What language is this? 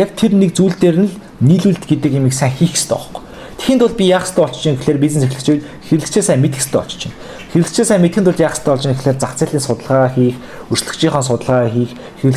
Mongolian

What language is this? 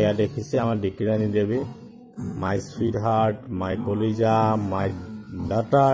Assamese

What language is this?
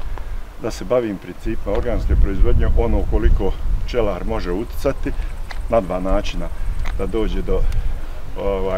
Bosnian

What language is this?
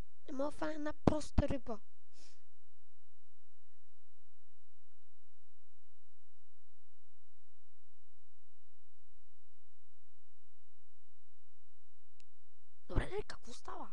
Bulgarian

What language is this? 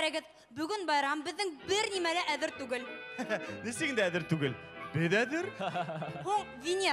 Bashkir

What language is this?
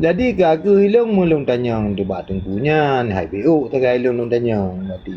Achinese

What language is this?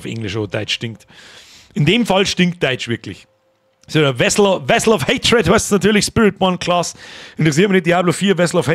Bavarian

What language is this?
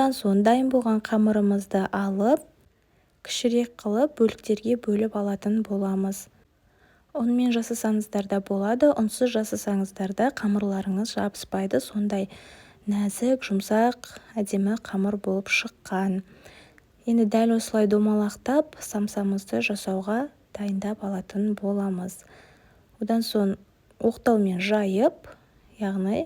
Kazakh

